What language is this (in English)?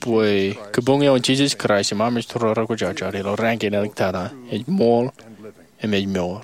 Marshallese